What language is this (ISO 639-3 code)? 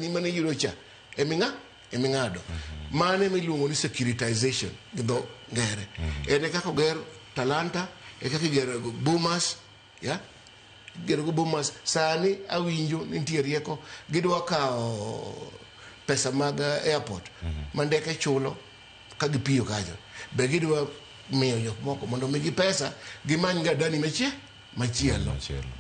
luo